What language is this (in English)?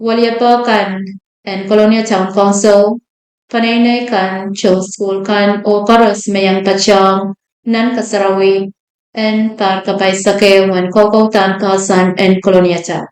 Pohnpeian